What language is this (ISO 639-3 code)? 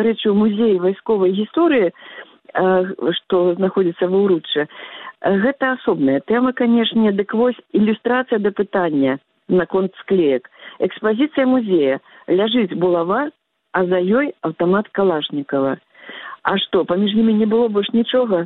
bel